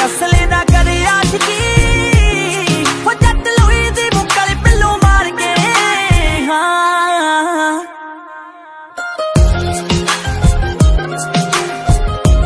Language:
Punjabi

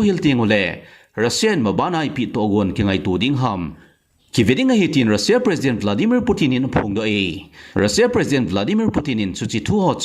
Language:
Thado Chin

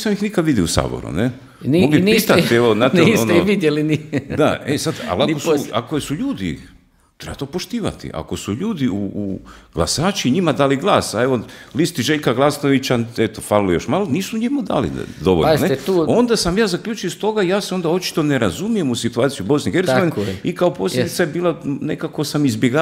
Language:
Croatian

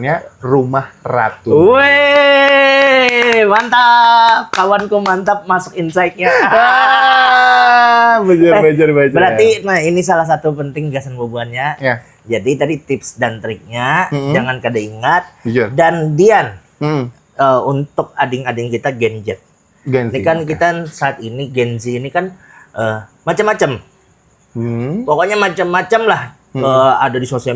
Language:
Banjar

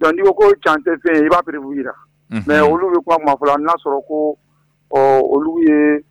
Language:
Bambara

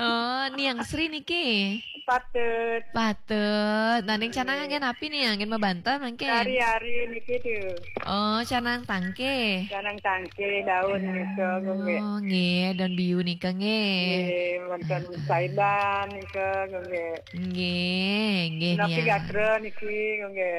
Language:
Balinese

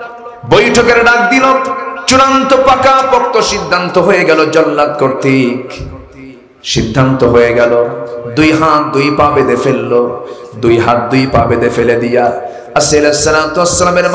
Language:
Bangla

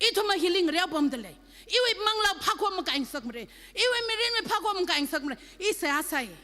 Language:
Tangkhul Naga (India)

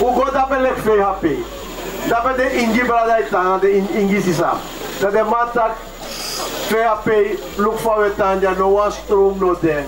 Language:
Sranan Tongo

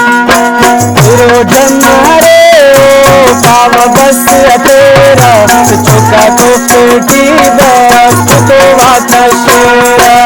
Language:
Brahui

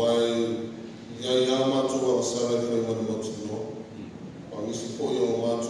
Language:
Samoan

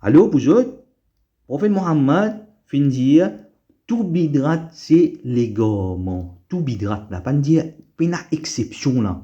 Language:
Morisyen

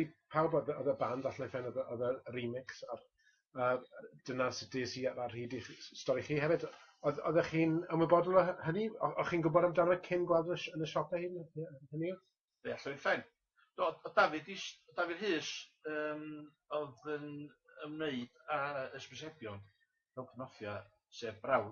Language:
Welsh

